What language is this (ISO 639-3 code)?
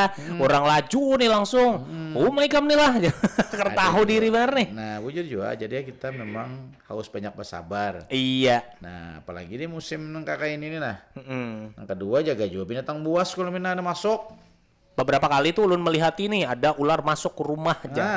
bjn